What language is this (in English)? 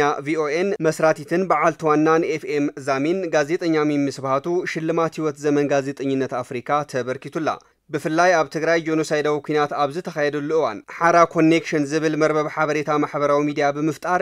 Tigrinya